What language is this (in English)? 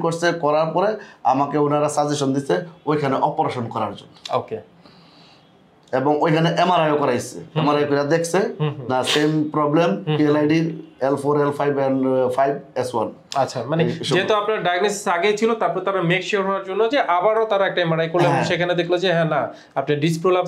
Bangla